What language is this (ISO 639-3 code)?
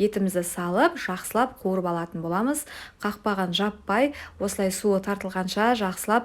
kaz